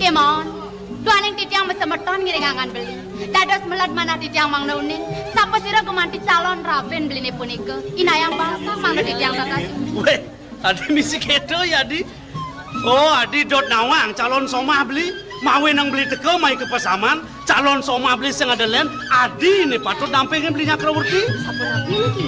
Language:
Balinese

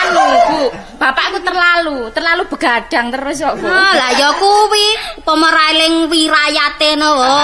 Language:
Javanese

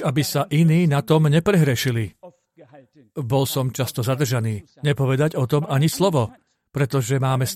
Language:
Slovak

